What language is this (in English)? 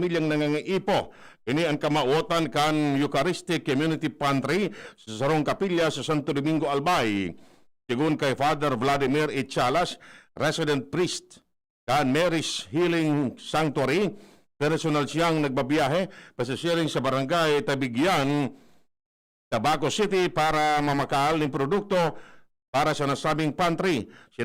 Bikol